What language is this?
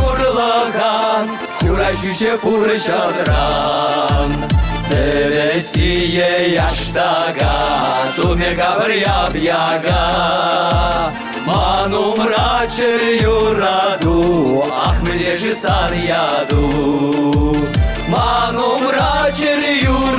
Chuvash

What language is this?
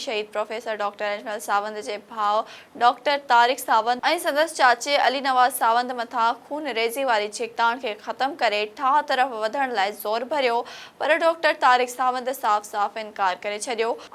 Sindhi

